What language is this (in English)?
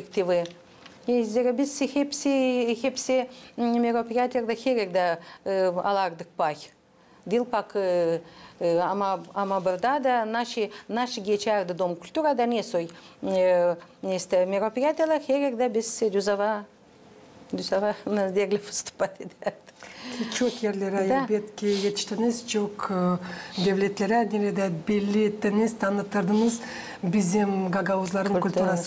Gagauz